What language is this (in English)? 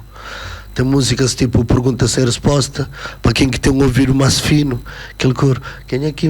Kabuverdianu